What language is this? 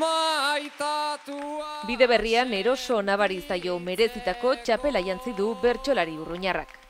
Basque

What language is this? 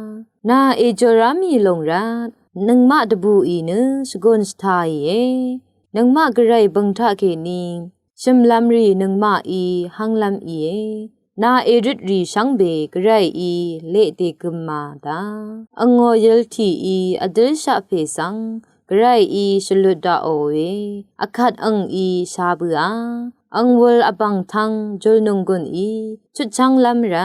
Rawang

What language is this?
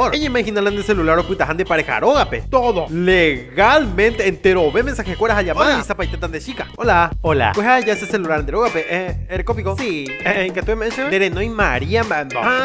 Guarani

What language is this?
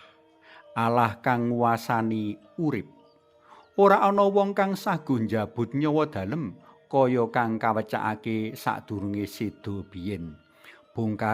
Javanese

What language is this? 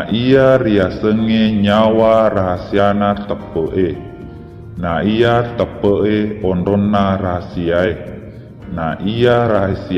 Buginese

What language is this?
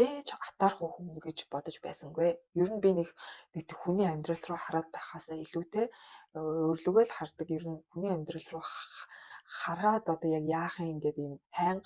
Mongolian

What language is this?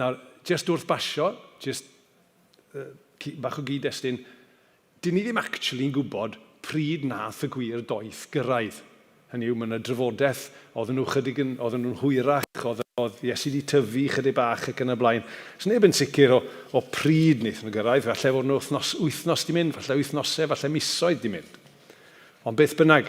Welsh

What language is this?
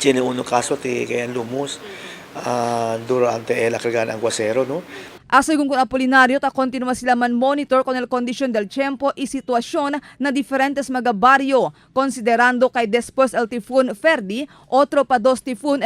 Chavacano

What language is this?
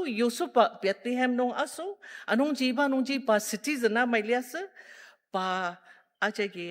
Ao Naga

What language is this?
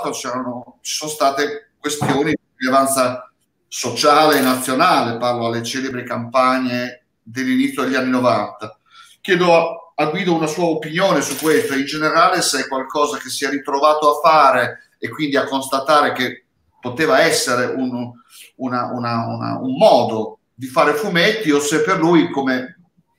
Italian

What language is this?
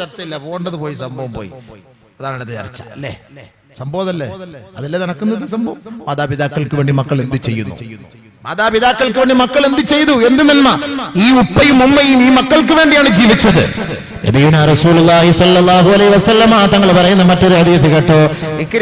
Malayalam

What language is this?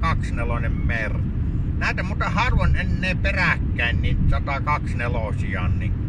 Finnish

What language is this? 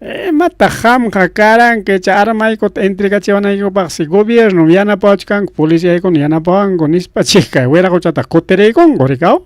Ayacucho Quechua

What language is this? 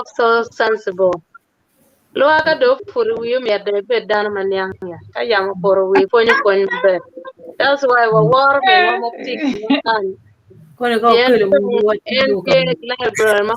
Acoli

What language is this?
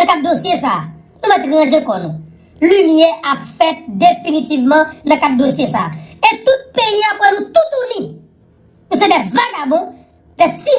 Haitian Creole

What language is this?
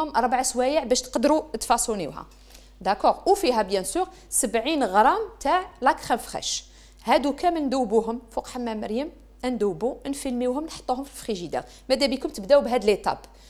Algerian Arabic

